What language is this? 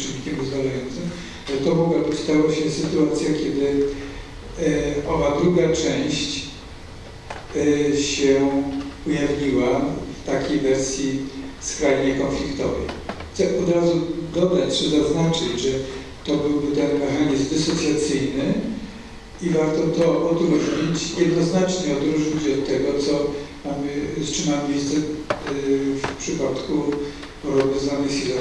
Polish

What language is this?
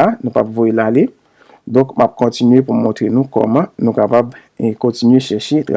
Haitian Creole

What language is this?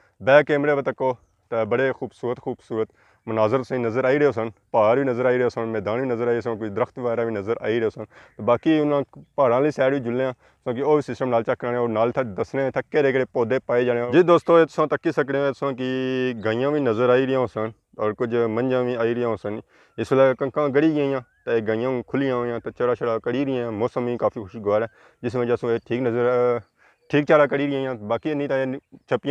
Pahari-Potwari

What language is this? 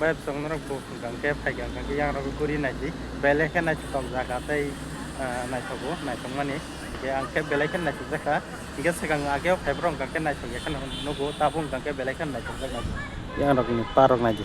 Kok Borok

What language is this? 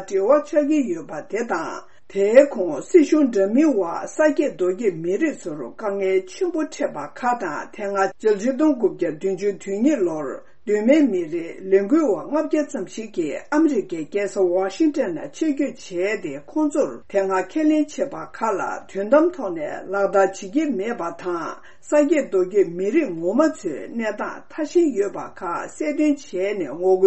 Tibetan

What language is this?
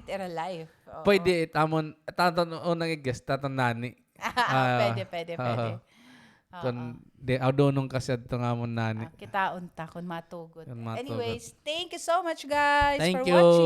Waray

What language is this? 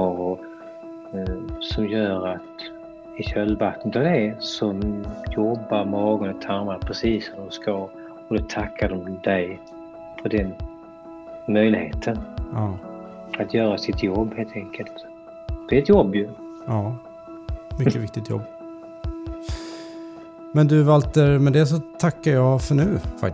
Swedish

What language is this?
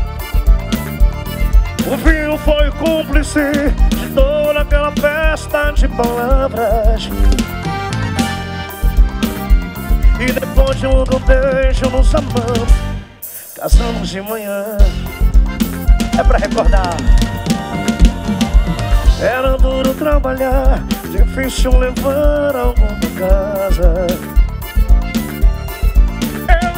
Portuguese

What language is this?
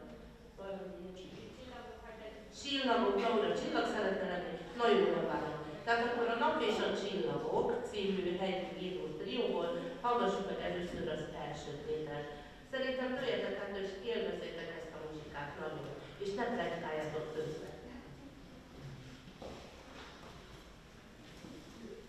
Hungarian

